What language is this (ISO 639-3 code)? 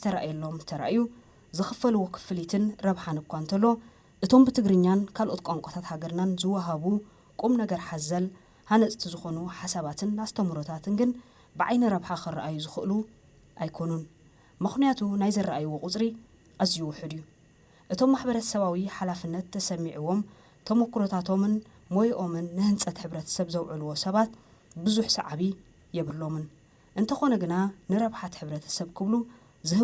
tir